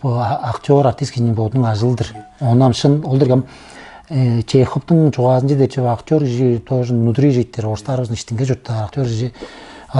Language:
Tuvinian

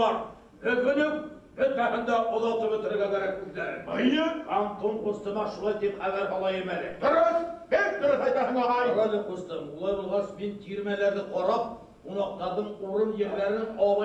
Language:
Bashkir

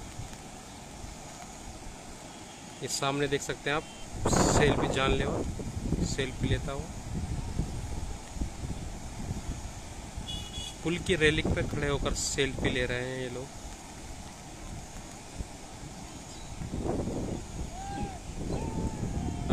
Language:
Hindi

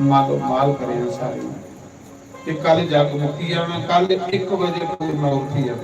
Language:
Dogri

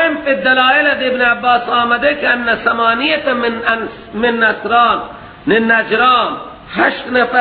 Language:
Persian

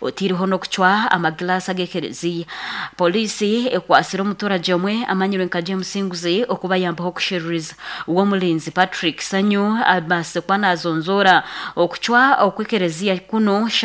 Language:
Nyankole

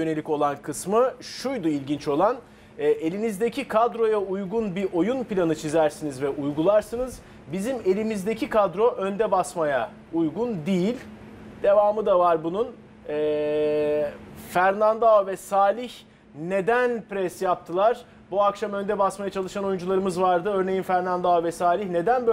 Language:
Turkish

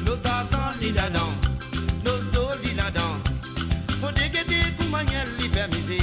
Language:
Morisyen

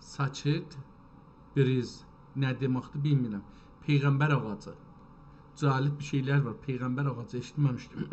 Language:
South Azerbaijani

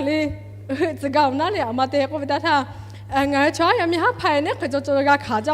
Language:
Lahu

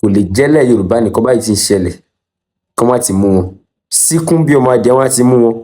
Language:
Yoruba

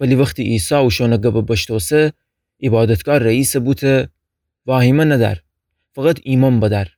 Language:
Gilaki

